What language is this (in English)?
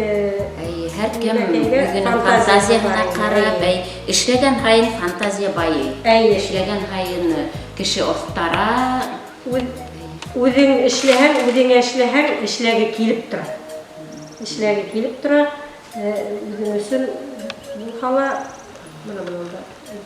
Bashkir